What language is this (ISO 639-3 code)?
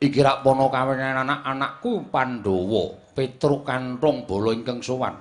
jav